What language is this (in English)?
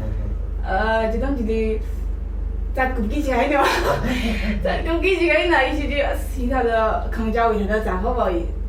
Tangkhul Naga (India)